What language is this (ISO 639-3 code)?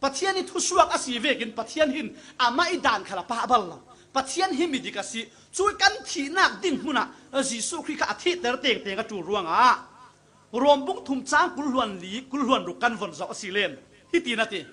cfm